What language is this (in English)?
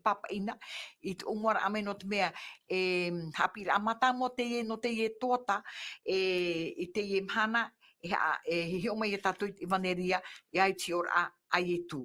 Tahitian